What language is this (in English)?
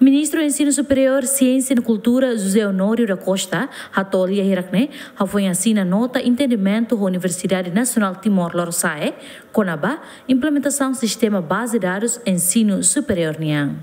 Tetum